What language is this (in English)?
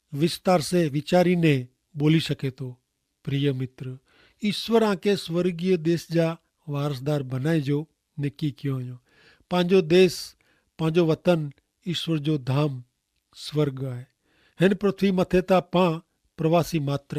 Kachhi